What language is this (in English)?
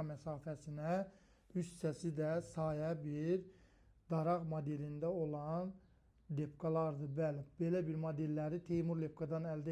Azerbaijani